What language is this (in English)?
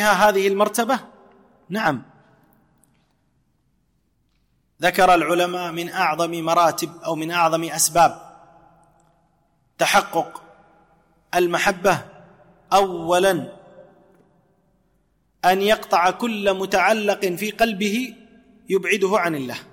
Arabic